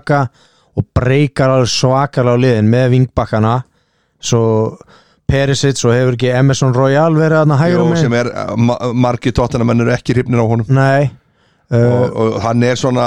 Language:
Icelandic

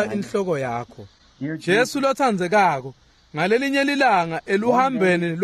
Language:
Swati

